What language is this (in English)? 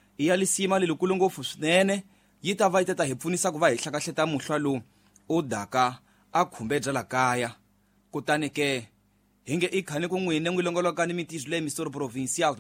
Tsonga